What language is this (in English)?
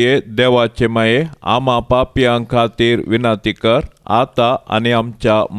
Konkani